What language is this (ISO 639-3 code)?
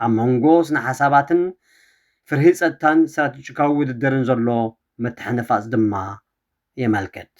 tir